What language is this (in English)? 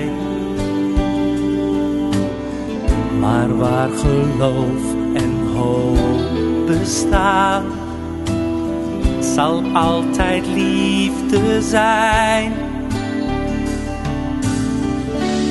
Dutch